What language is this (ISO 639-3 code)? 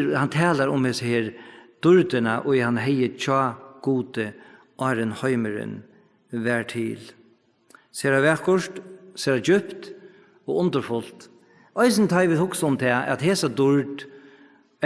fao